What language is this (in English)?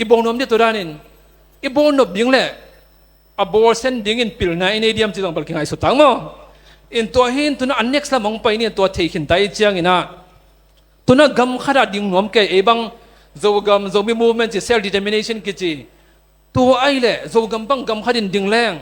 Tedim Chin